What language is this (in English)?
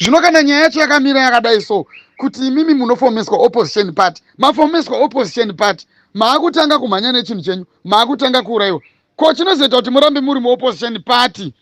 Shona